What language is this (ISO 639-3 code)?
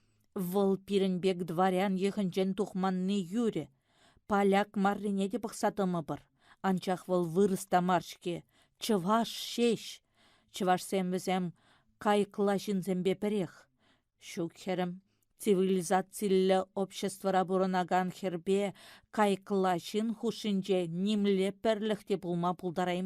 chv